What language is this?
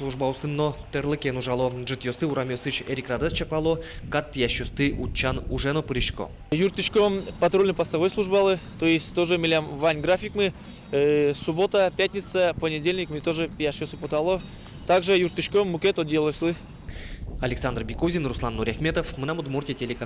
Udmurt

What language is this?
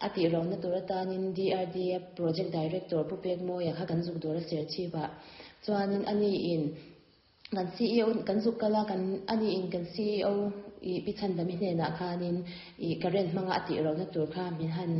Mizo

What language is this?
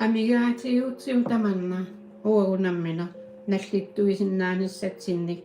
Kalaallisut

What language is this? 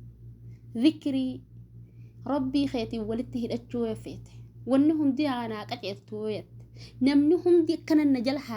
Oromo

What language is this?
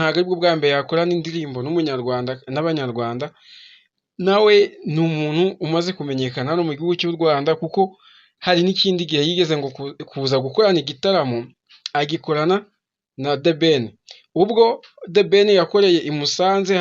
Kinyarwanda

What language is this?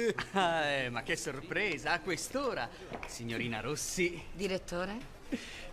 Italian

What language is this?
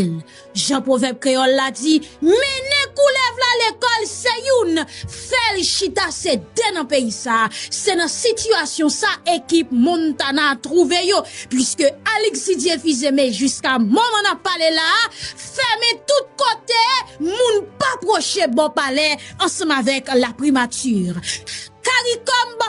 Haitian Creole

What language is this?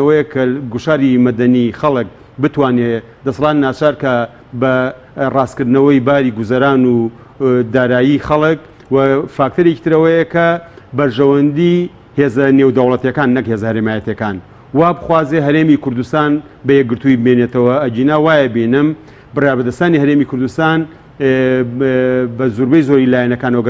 Central Kurdish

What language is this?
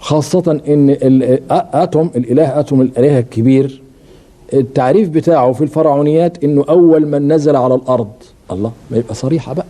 Egyptian Arabic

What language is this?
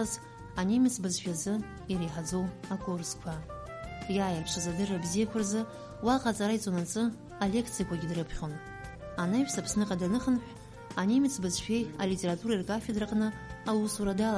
Abkhazian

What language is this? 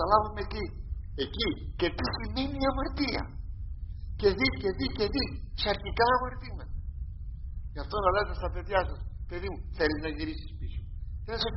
Greek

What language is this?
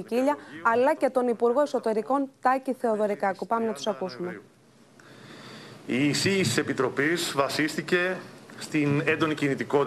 Greek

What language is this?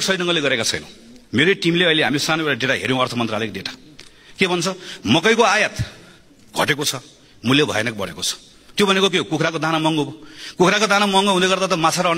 Nepali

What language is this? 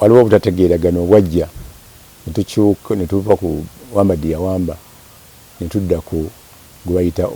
Ganda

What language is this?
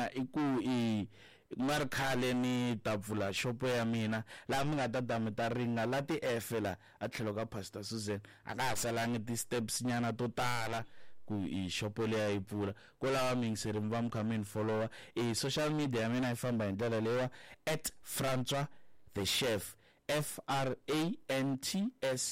Tsonga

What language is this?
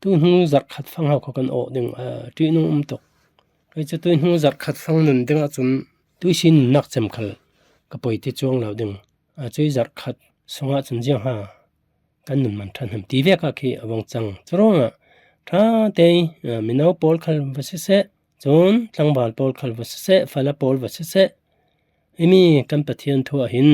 Falam Chin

